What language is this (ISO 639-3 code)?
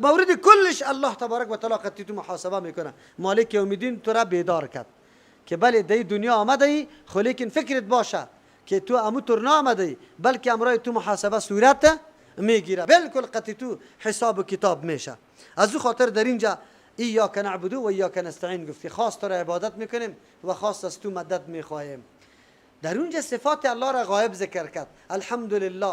fas